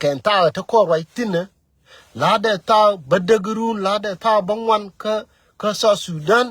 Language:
Nuer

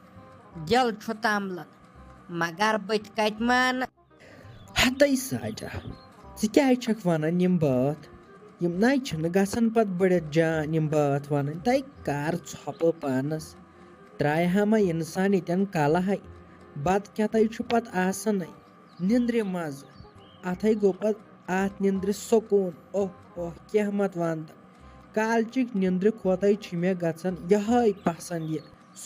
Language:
Kashmiri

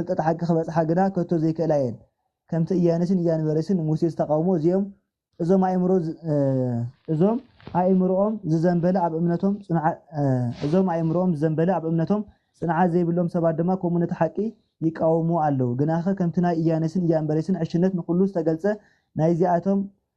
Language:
Tigrinya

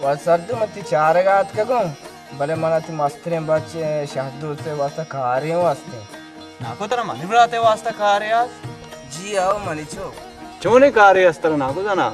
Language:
Baluchi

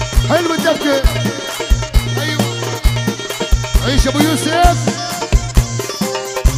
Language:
South Levantine Arabic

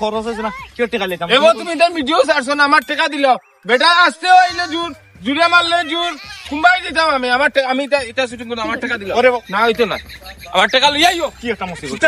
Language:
Sylheti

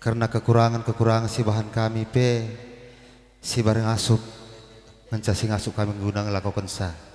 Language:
Batak Karo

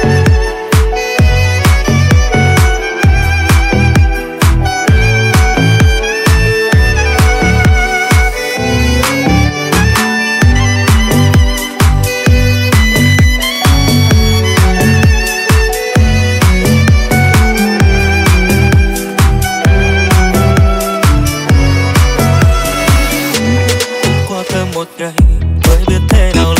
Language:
Vietnamese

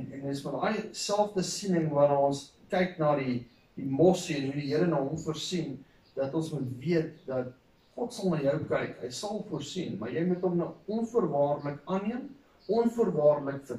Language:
Afrikaans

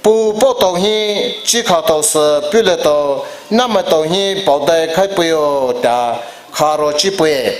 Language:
Poumei Naga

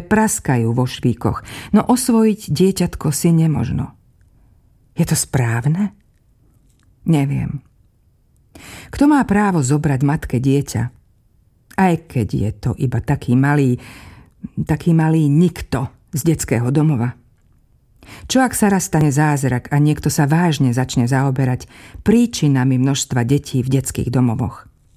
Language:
Slovak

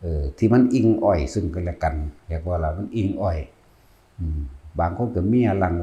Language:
Northeastern Thai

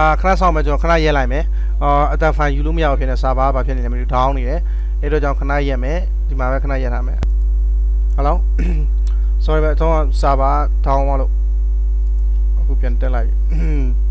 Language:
Burmese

